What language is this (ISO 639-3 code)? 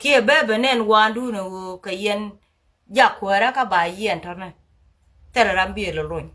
nus